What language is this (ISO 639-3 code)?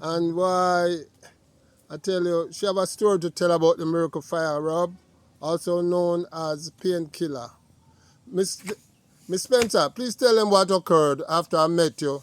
jam